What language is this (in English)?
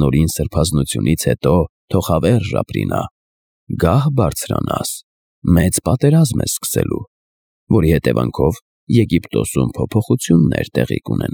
Armenian